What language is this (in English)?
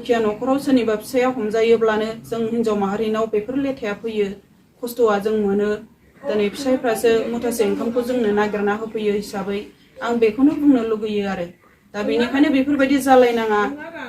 Bodo